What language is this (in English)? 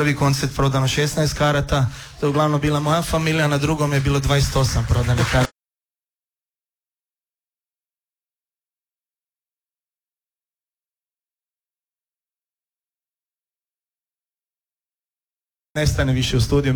Croatian